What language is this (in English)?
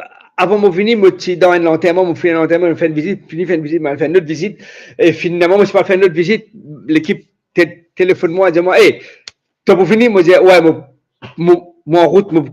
Morisyen